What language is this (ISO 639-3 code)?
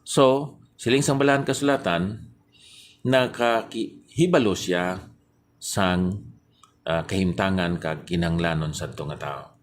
hil